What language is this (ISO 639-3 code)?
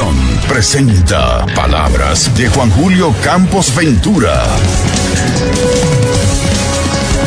spa